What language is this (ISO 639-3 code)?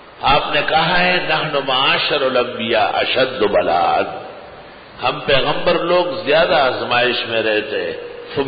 urd